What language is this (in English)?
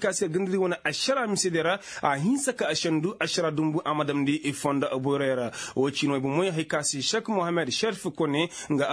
Koyraboro Senni